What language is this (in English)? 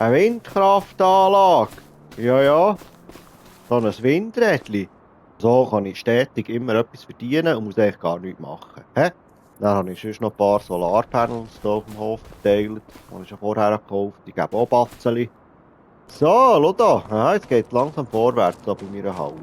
Swiss German